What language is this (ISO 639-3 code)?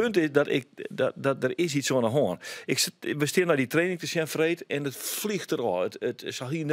fry